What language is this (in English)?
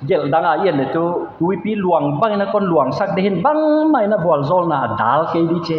Paite Chin